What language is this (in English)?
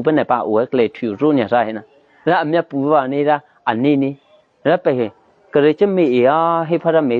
Eastern Kayah